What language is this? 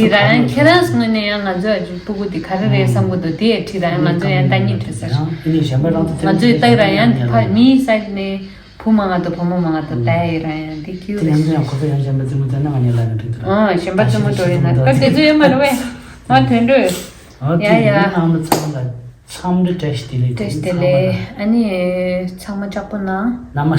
Tibetan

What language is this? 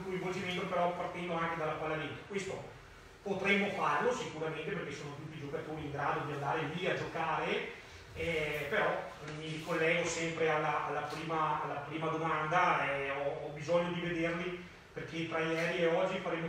Italian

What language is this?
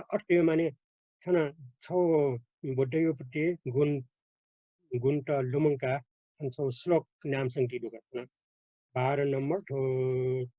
Newari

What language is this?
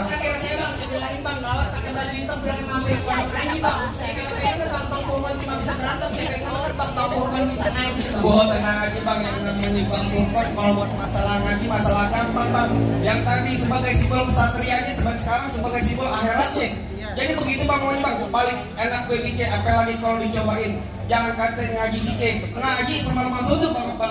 Betawi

